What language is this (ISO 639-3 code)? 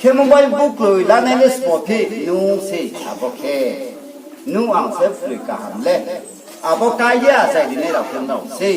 ria